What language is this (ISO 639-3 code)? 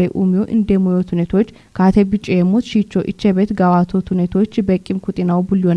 kbr